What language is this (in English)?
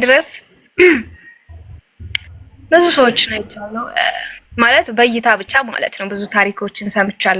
Amharic